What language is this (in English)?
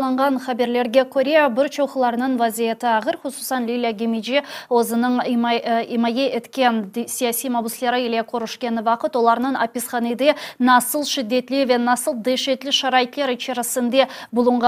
Crimean Tatar